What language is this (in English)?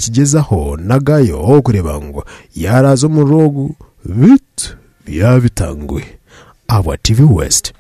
Nyankole